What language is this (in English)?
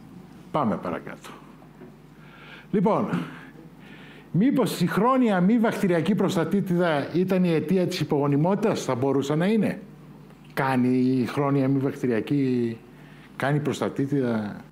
Greek